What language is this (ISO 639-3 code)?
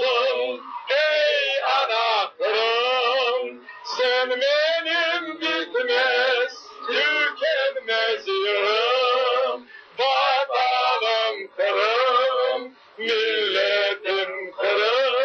tat